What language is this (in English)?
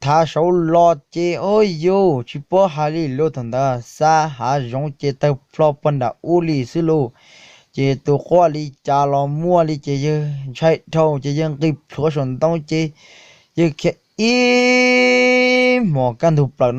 Hmong